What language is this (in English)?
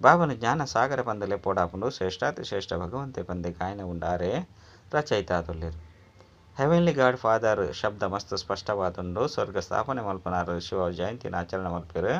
Tulu